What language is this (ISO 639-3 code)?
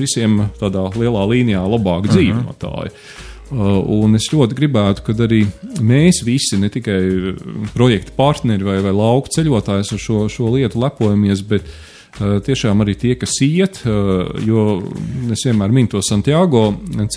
lav